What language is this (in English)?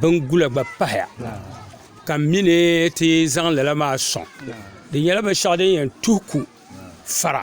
Dagbani